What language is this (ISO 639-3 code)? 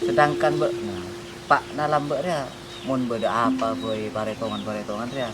mad